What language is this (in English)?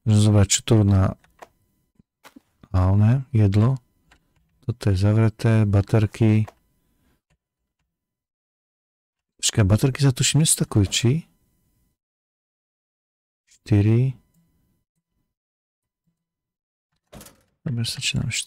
Slovak